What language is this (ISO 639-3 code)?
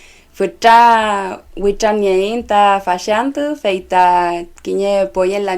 arn